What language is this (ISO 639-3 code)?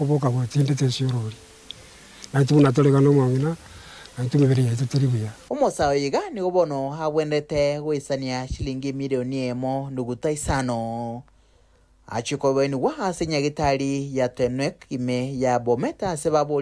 guz